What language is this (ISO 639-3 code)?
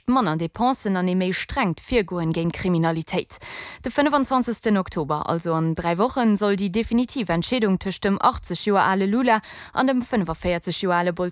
ltz